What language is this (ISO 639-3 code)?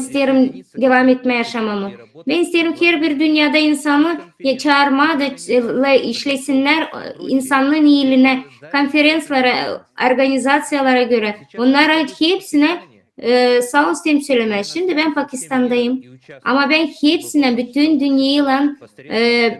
gag